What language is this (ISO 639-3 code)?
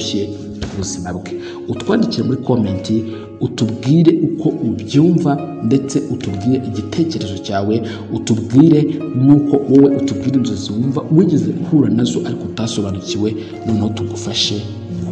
kin